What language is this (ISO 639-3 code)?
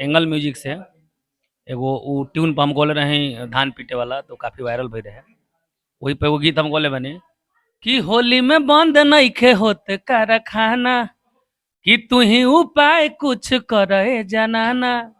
bho